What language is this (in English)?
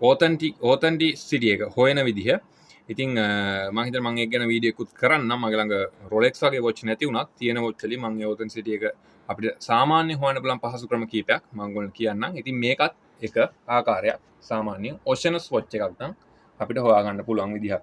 Sinhala